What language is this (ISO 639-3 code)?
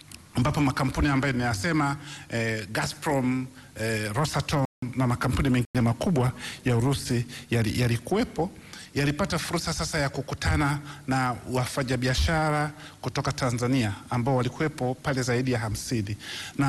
swa